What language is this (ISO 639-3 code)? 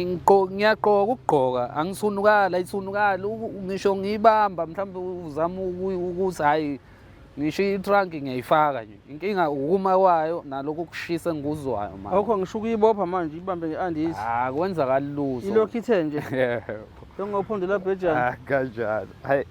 zul